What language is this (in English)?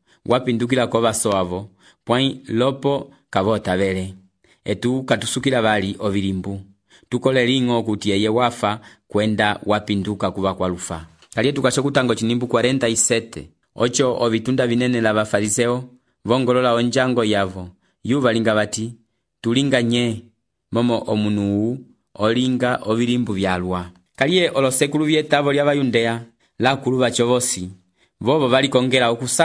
Umbundu